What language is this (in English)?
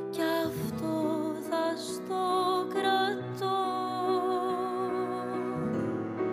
Greek